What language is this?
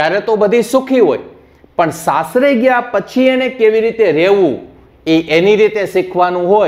Gujarati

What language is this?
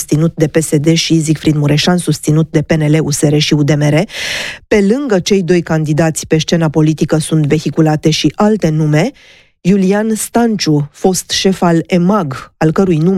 Romanian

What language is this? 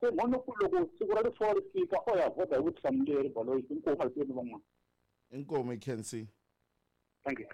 Tsonga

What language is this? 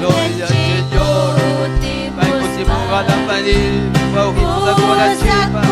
Ayacucho Quechua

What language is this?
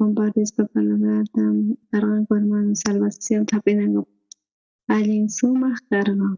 South Bolivian Quechua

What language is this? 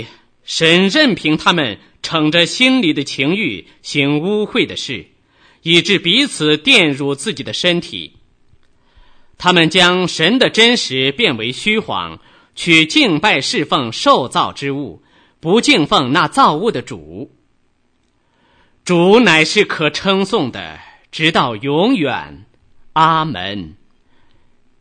Chinese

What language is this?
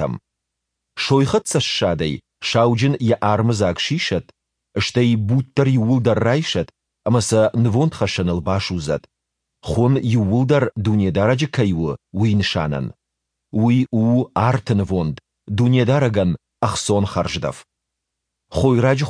Ossetic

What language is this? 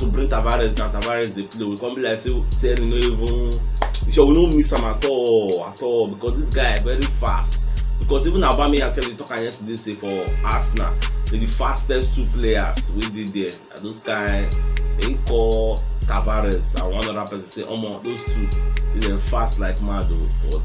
Nigerian Pidgin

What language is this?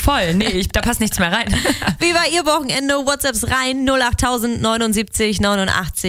German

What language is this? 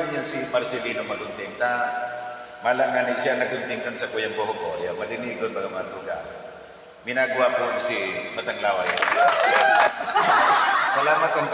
Bikol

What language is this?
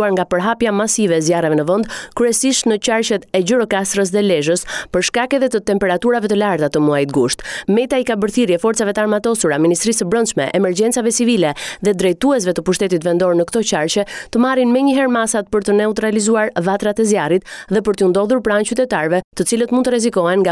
Albanian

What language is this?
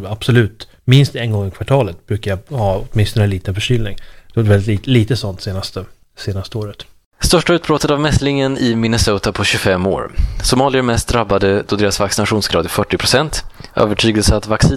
Swedish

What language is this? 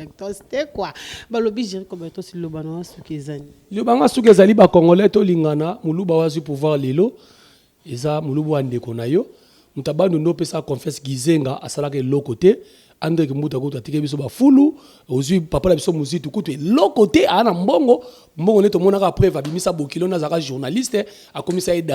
Lingala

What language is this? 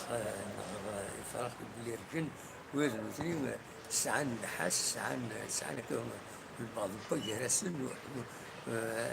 Kabyle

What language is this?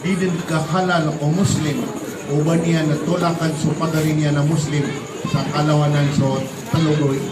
Maranao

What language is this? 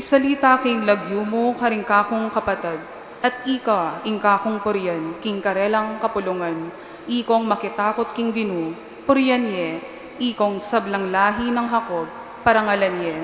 Pampanga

